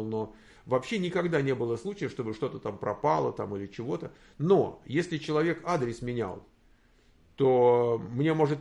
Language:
Russian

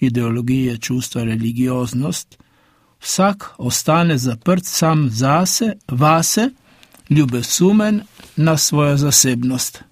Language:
Slovenian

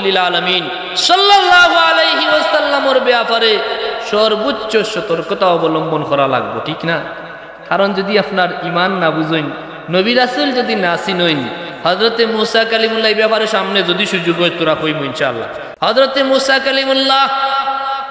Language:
Sylheti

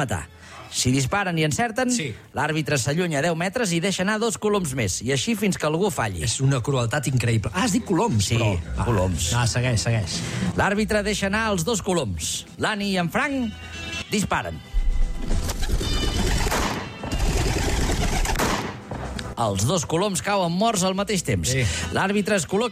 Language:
Catalan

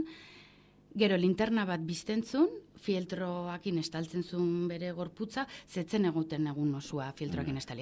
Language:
Basque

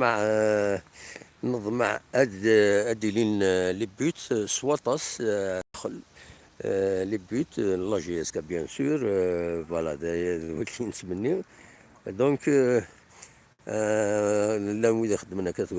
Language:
Kabyle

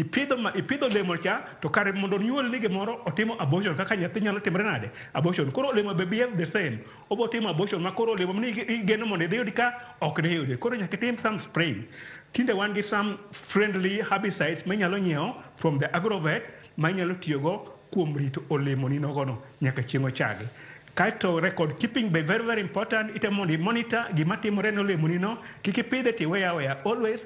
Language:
Luo (Kenya and Tanzania)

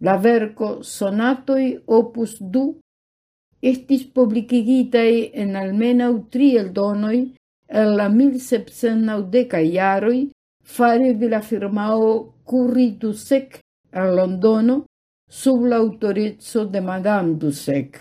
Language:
Esperanto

